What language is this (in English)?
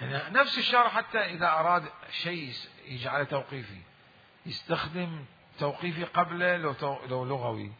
Mesopotamian Arabic